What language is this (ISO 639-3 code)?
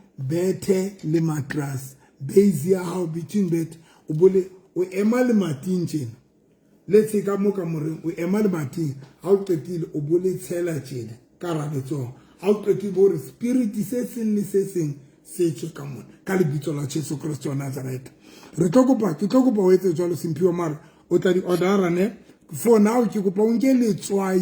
sot